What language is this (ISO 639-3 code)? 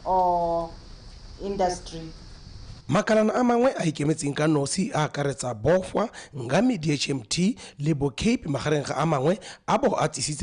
tsn